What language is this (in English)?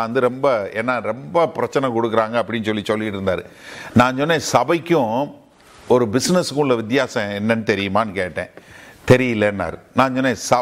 Tamil